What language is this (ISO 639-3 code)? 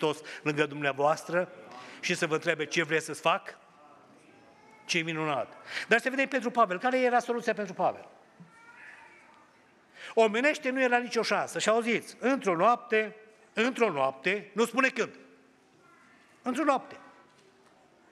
ron